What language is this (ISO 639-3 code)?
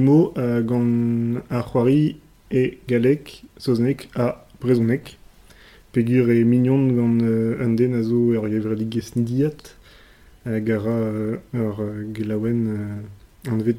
bre